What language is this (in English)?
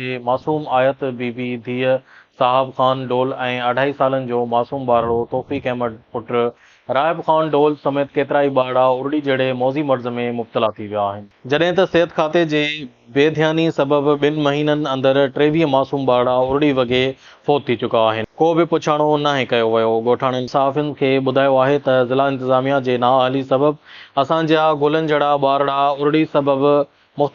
Sindhi